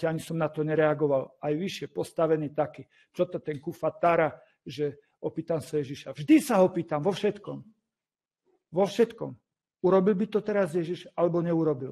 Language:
Slovak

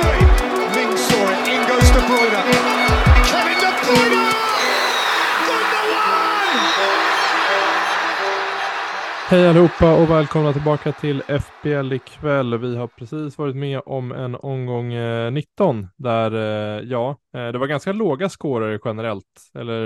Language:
Swedish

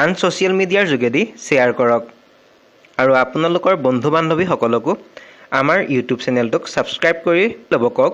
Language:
Assamese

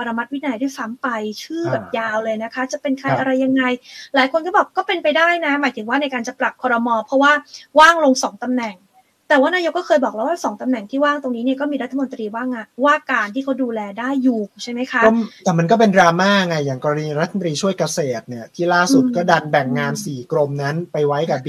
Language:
Thai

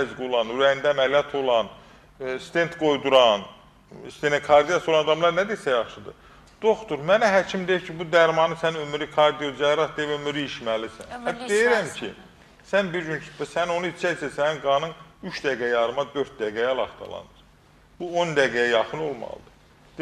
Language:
Azerbaijani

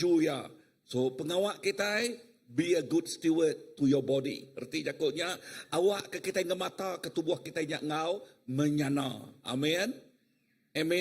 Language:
Iban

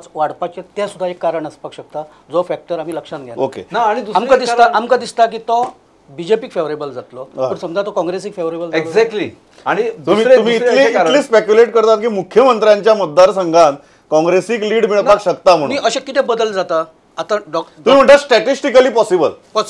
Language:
Konkani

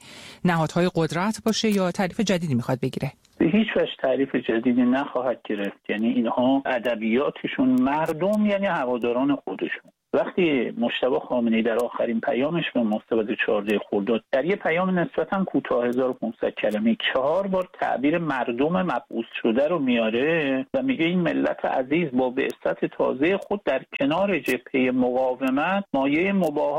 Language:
Persian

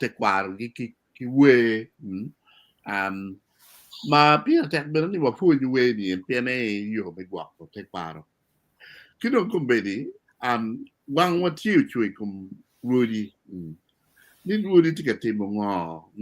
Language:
Acoli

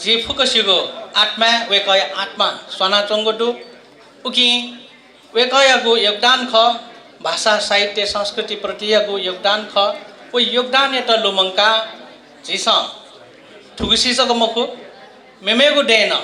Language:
Newari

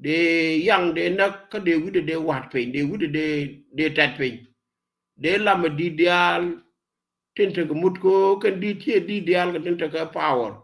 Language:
Nuer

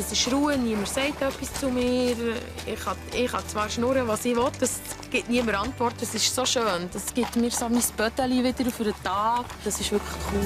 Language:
Swiss German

